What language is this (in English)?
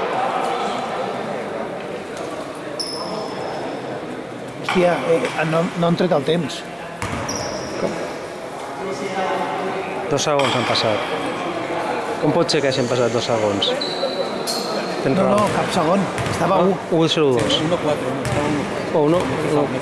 Catalan